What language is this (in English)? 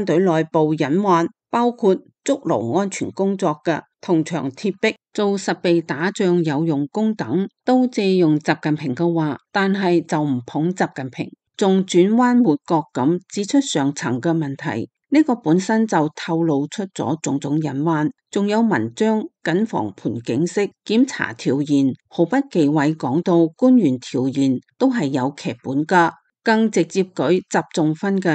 Cantonese